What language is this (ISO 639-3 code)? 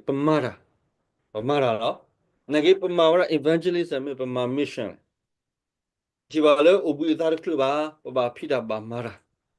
ksw